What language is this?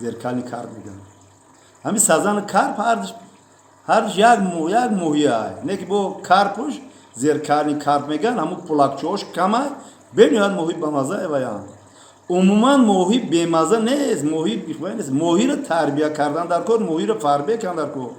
Tajik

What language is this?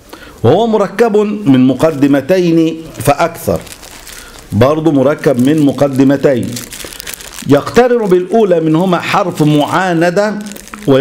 Egyptian Arabic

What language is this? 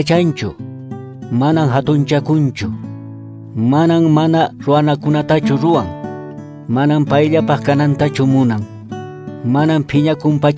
Quechua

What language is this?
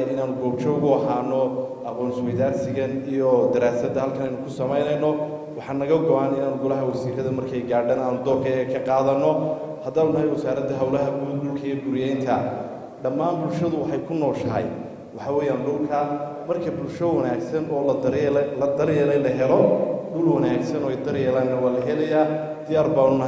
Somali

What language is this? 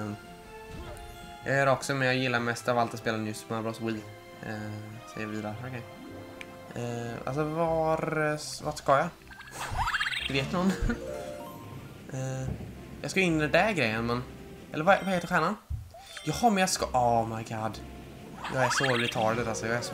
Swedish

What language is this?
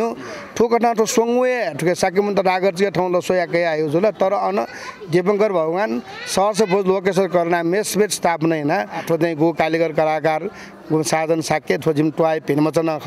Newari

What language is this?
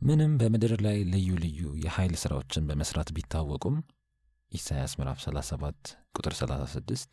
Amharic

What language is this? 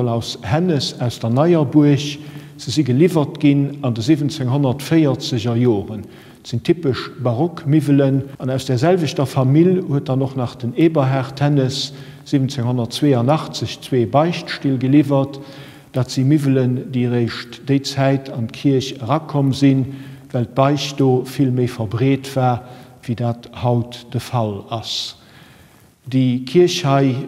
Luxembourgish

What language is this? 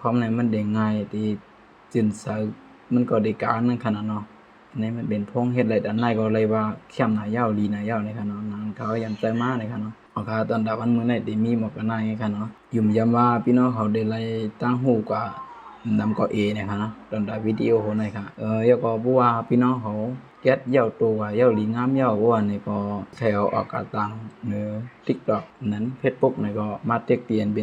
Shan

